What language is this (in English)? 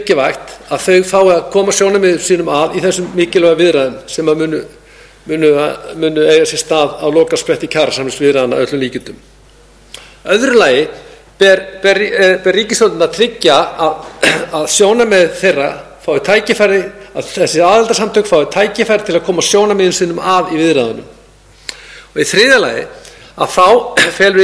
Icelandic